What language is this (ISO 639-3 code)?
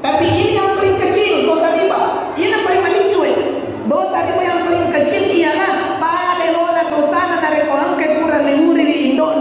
bug